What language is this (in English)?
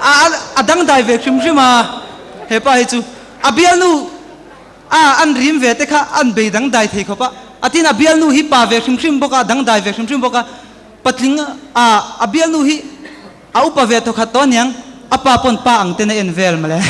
Mizo